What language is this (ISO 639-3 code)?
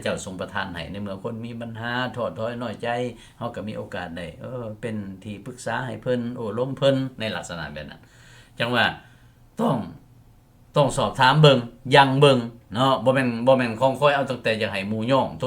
lao